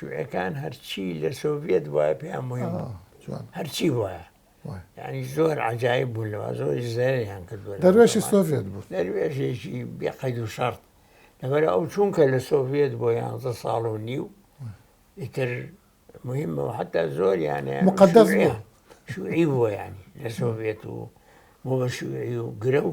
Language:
Central Kurdish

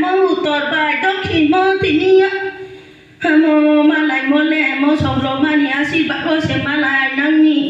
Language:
Riang (India)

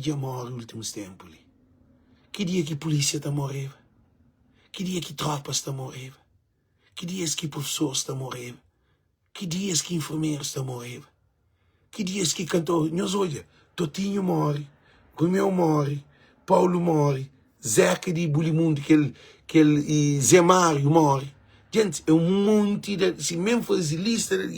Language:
Kabuverdianu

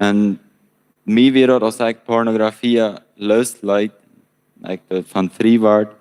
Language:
Plautdietsch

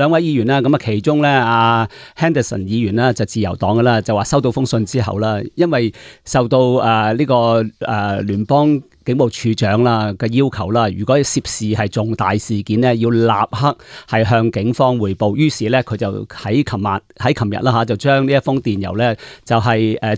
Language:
Cantonese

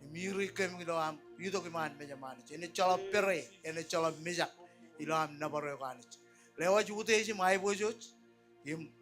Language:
Marshallese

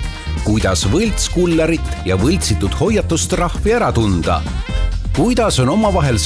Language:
Estonian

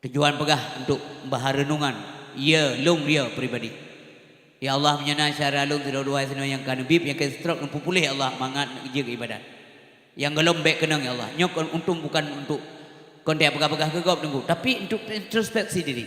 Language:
Achinese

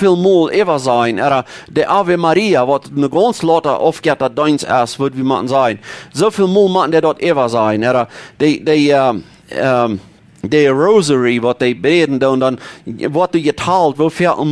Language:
Plautdietsch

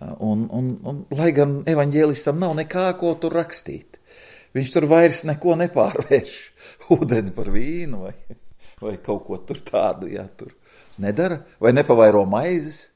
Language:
Latvian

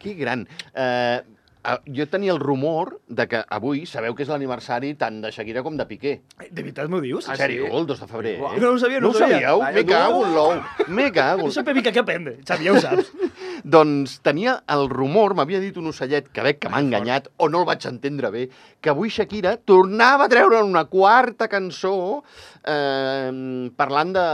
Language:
Catalan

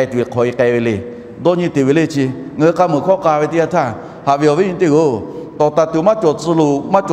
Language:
Lahu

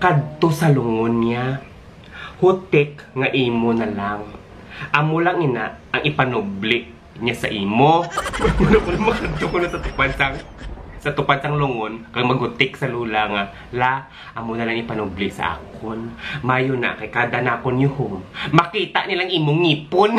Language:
Hiligaynon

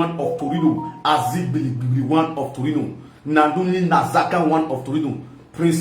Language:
Nigerian Pidgin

